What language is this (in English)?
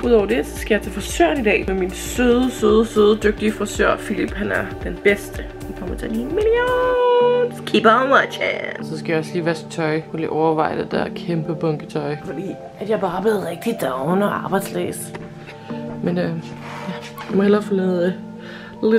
Danish